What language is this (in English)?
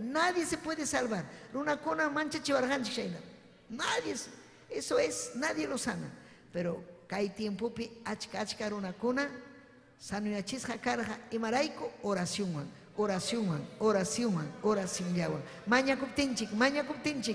Ayacucho Quechua